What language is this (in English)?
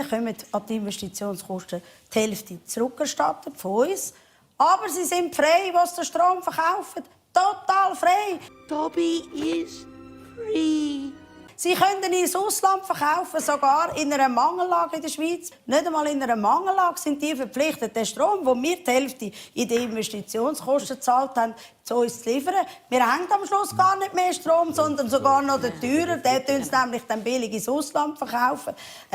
Swiss German